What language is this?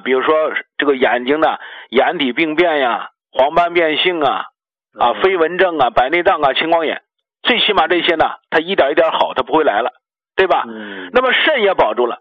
Chinese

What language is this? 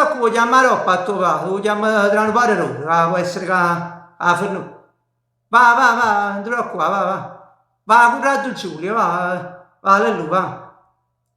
Neapolitan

